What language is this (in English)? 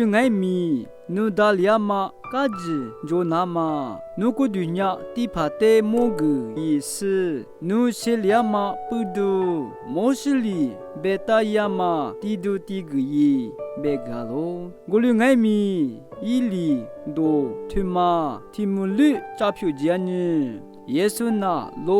Lisu